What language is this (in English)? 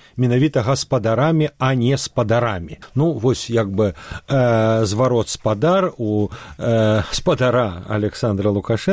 Belarusian